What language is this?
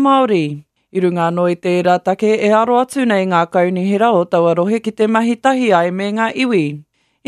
Māori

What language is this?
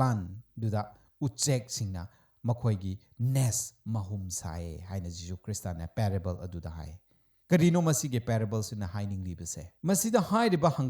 Manipuri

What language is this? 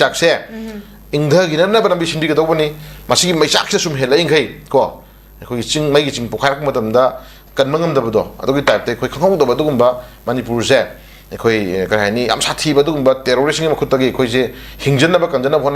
Manipuri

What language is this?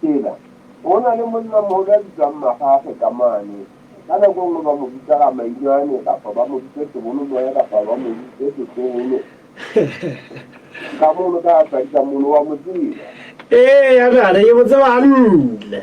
Southern Sotho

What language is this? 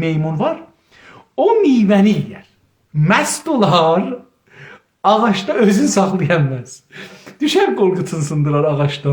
South Azerbaijani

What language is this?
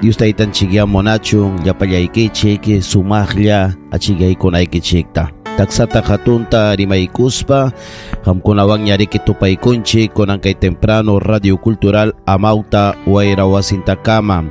Ayacucho Quechua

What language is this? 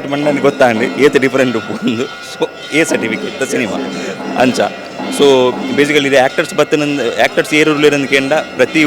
Tulu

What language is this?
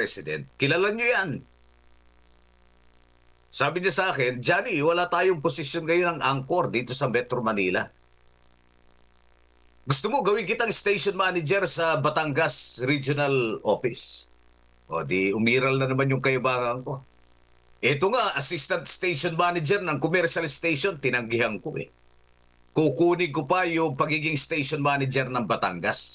Filipino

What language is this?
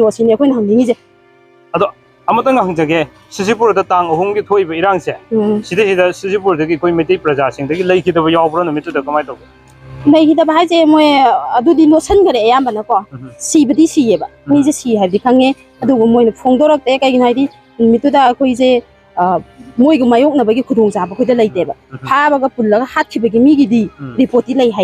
Manipuri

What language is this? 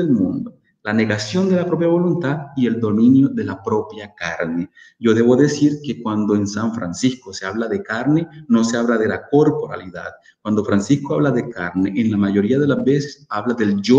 Spanish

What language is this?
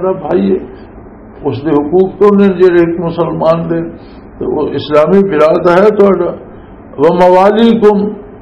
Western Panjabi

